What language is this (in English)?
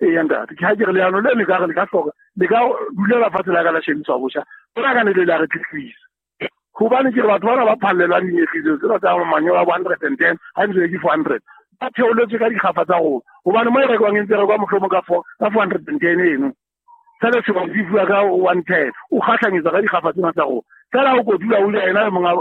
Southern Sotho